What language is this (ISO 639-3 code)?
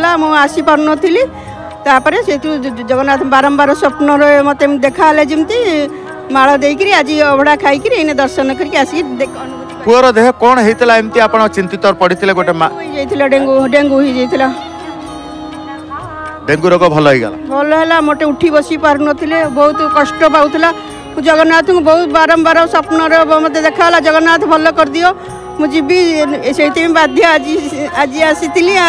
ori